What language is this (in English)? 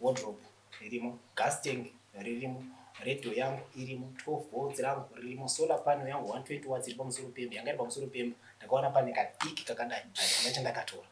Shona